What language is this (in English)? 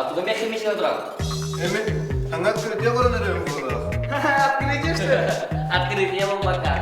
Yakut